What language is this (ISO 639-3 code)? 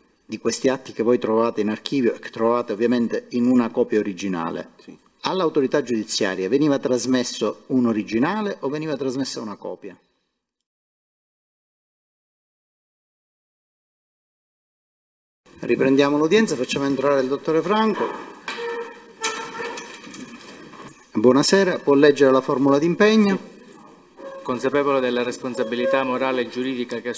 ita